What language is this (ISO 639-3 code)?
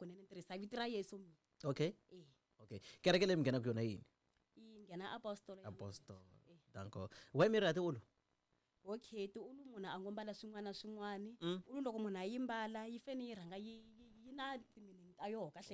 tso